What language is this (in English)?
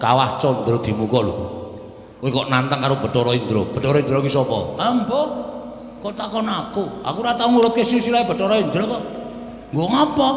Javanese